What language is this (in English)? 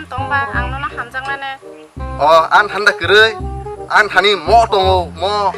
Kok Borok